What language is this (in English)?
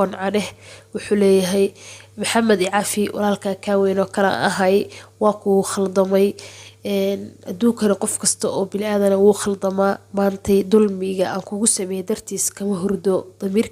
Somali